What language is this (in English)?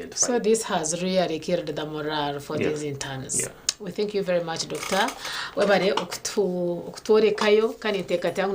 Nyankole